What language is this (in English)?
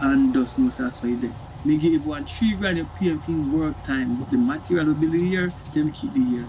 Jamaican Creole English